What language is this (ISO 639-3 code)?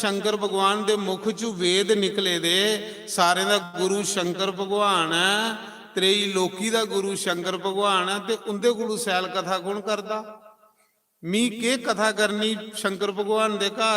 doi